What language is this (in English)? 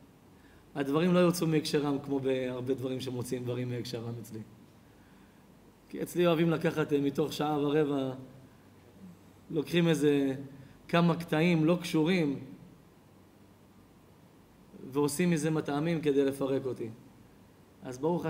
Hebrew